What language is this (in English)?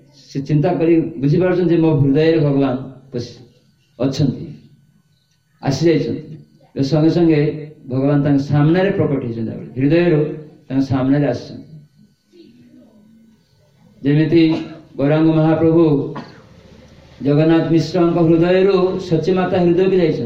Odia